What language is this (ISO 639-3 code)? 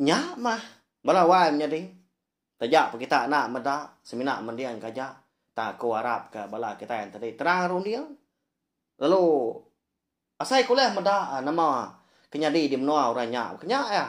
iba